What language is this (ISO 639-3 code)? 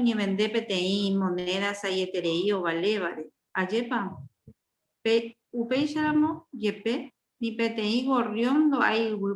grn